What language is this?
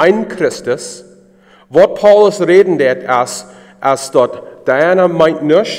Plautdietsch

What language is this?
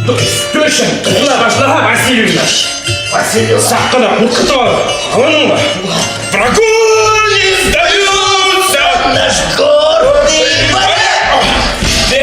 Bashkir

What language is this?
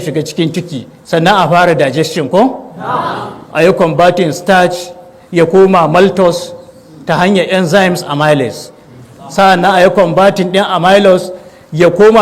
Hausa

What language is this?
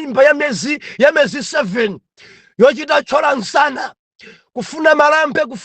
Nyanja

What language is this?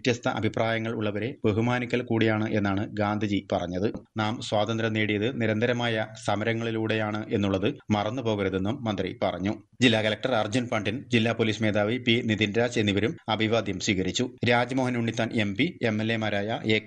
Malayalam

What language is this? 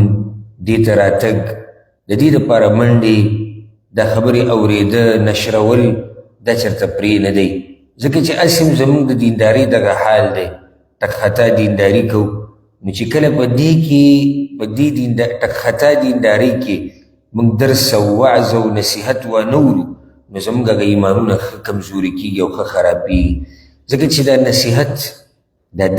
Pashto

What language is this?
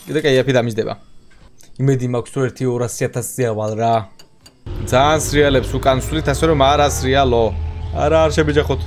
Georgian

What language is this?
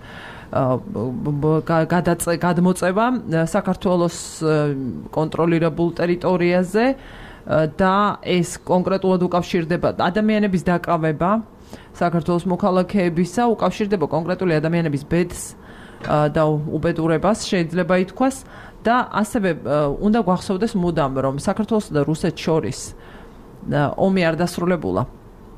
Georgian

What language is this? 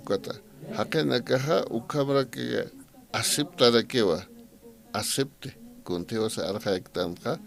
Aymara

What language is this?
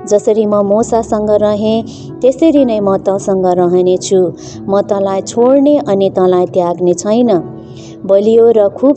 Nepali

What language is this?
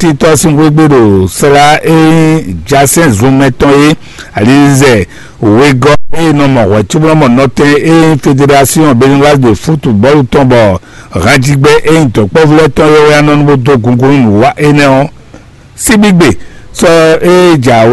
Fon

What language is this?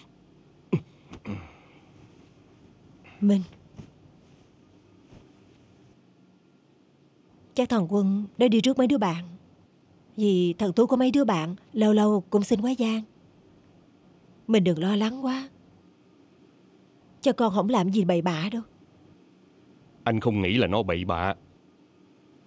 Vietnamese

